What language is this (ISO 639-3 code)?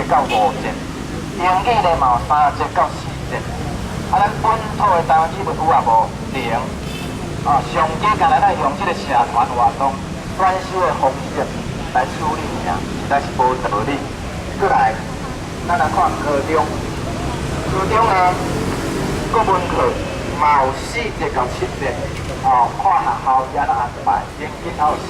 nan